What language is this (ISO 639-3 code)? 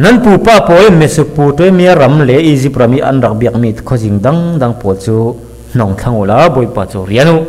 cfm